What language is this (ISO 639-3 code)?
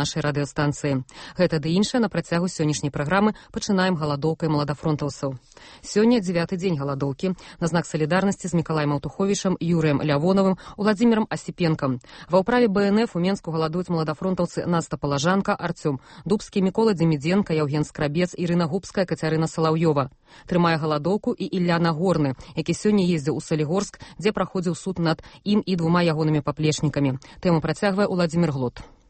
bel